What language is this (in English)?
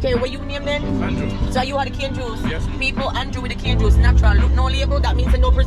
Jamaican Creole English